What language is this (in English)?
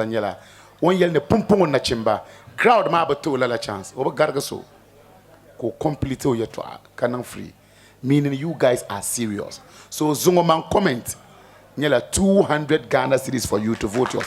Dagbani